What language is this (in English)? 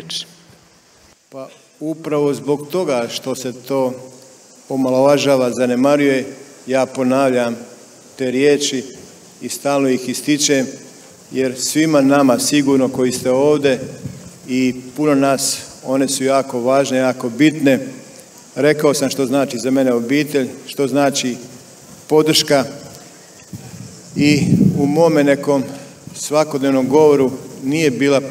Croatian